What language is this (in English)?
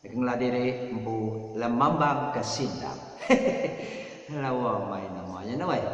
Iban